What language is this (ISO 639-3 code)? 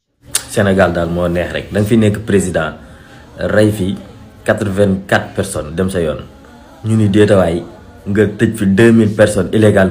wol